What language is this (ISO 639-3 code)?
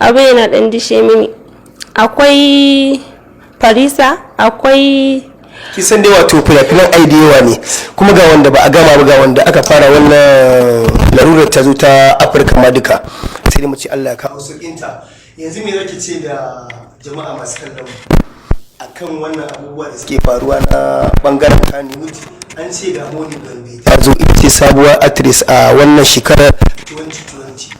hau